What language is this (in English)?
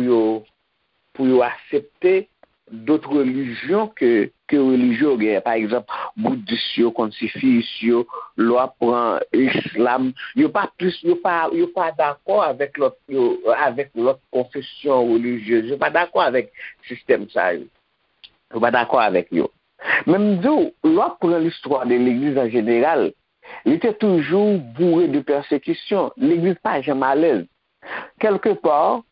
Haitian Creole